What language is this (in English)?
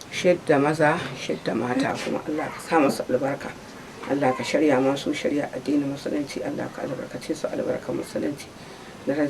Hausa